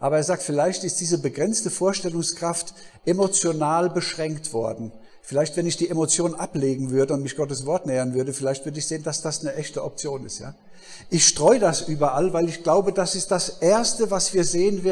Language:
German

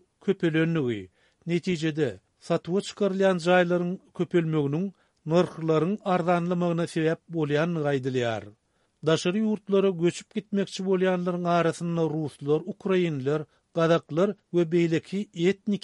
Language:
Turkmen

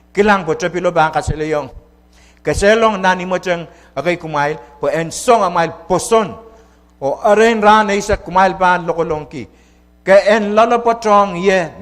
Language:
Pohnpeian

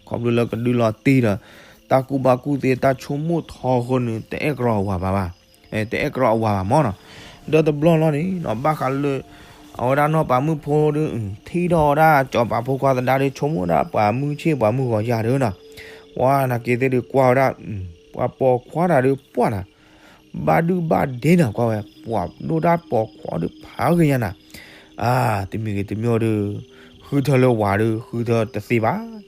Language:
S'gaw Karen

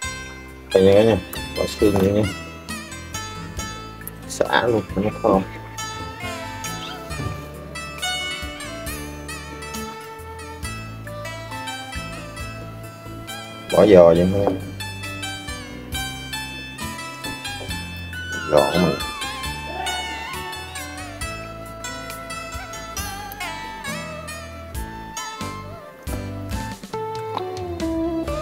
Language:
Vietnamese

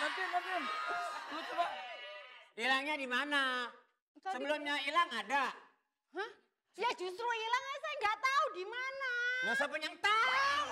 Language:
Betawi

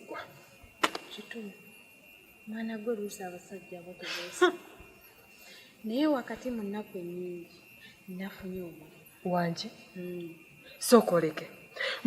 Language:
Ganda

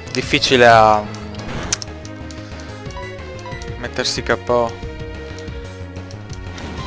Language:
Italian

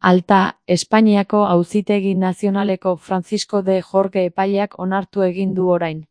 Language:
Basque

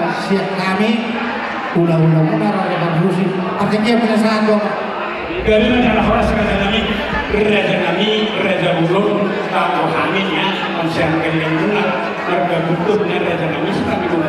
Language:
Batak Toba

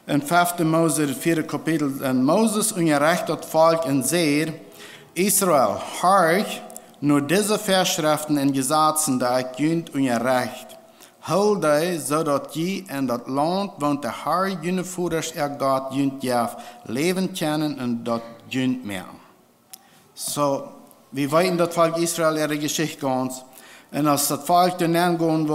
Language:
Plautdietsch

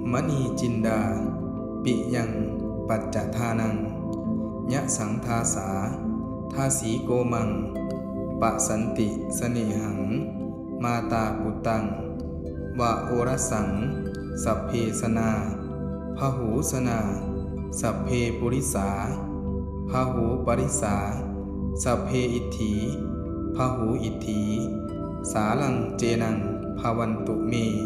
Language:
Pali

